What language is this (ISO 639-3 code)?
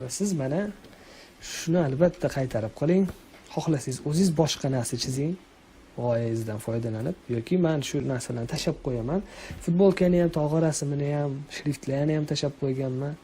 uzb